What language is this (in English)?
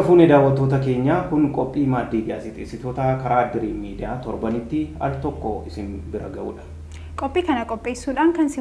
Oromo